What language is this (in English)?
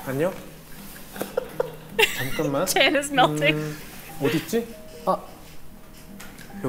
Korean